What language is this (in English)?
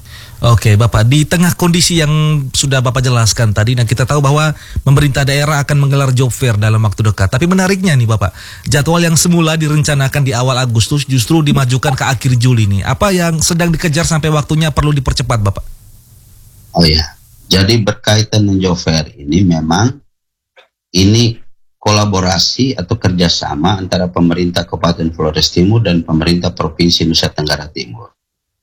Indonesian